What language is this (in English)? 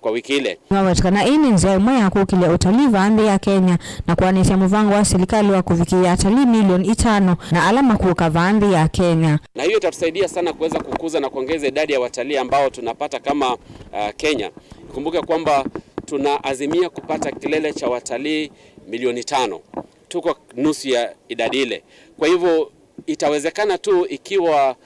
Kamba